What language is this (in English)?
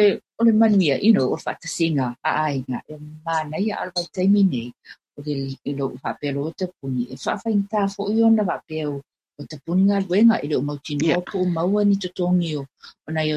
Samoan